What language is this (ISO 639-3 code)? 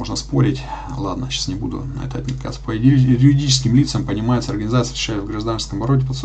rus